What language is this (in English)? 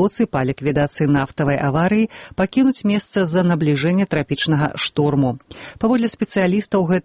Belarusian